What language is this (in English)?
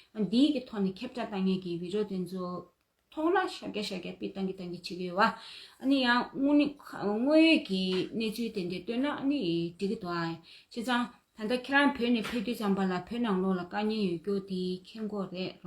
Tibetan